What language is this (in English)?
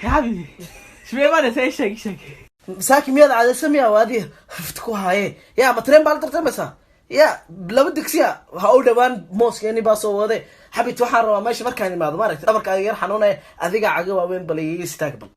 Somali